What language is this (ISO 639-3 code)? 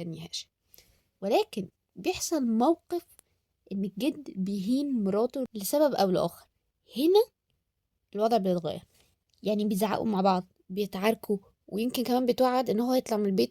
arz